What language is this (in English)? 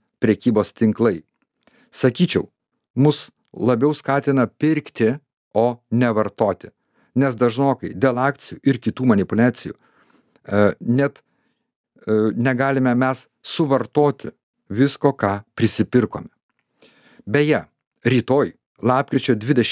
Lithuanian